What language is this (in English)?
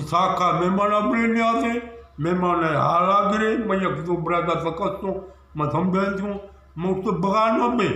Eastern Balochi